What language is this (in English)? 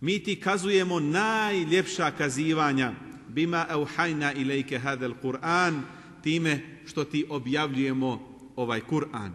Bosnian